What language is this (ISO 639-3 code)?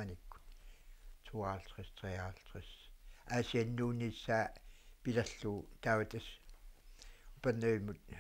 kal